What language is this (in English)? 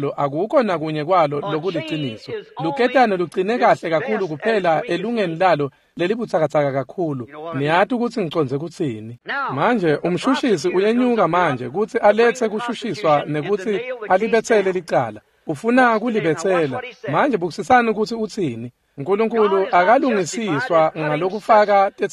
Swati